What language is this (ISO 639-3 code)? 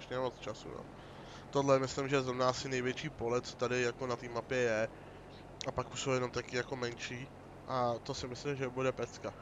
ces